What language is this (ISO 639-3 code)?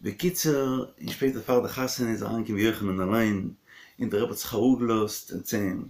yid